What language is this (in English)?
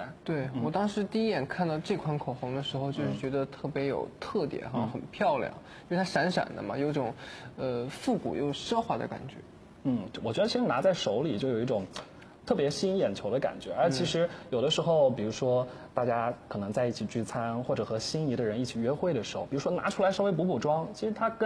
Chinese